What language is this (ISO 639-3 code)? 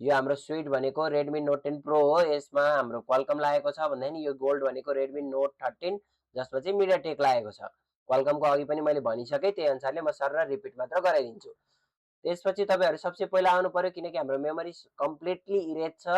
nep